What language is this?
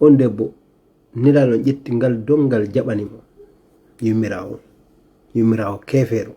Fula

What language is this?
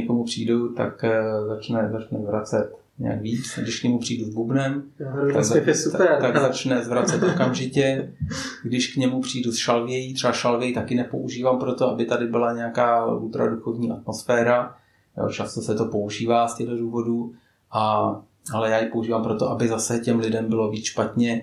Czech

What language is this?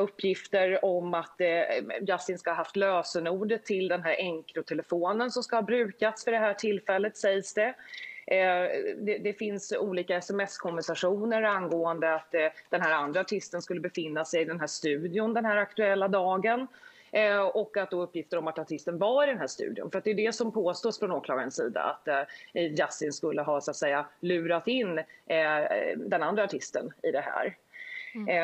Swedish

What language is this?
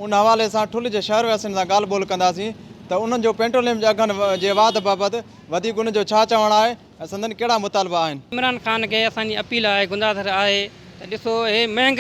Sindhi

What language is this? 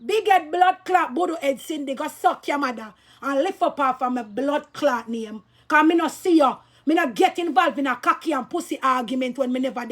Jamaican Creole English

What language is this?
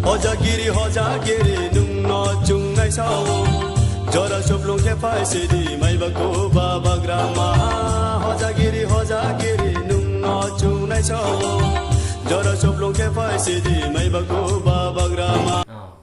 Riang (India)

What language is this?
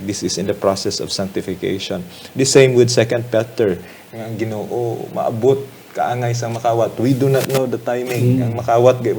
Hiligaynon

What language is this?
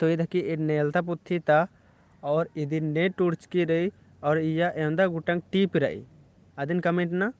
Kurukh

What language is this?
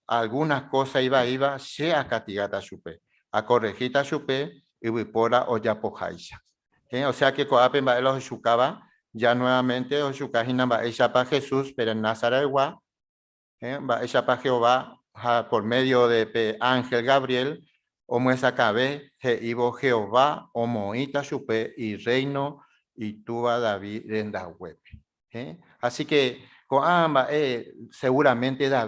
Guarani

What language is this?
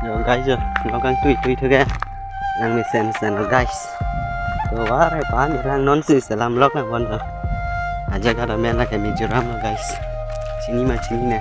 Karbi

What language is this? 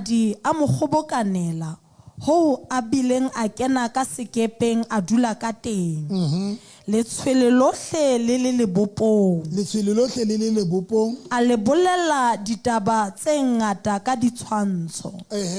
Southern Sotho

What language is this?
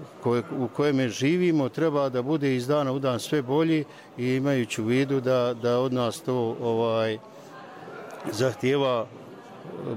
Bosnian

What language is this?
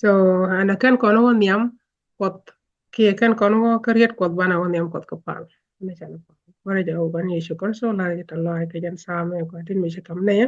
Nuer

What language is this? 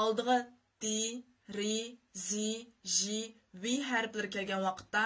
Uyghur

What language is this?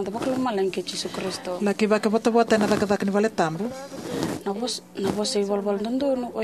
Fijian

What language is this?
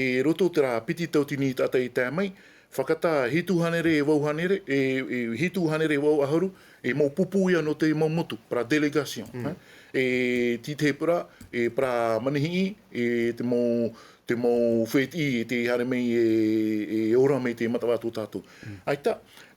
Tahitian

